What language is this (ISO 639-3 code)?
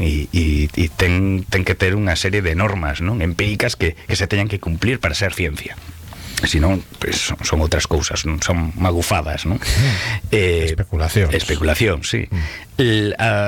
glg